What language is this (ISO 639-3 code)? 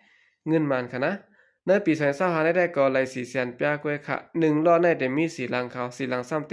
shn